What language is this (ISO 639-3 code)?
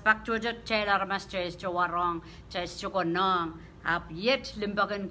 pon